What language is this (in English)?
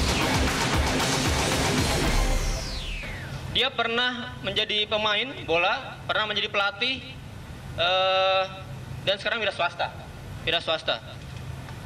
Indonesian